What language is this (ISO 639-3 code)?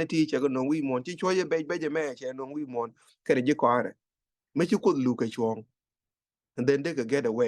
nus